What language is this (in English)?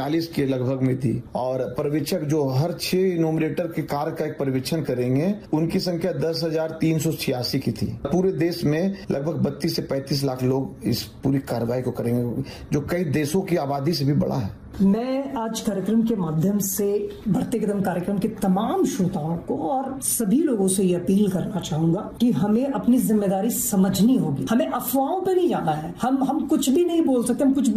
Hindi